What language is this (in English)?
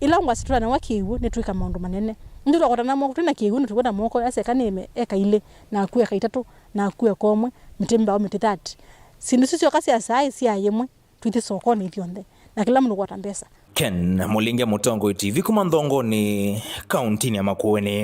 Kamba